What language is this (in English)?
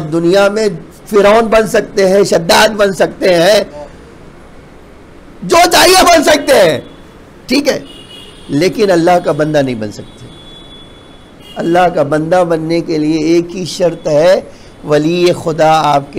Urdu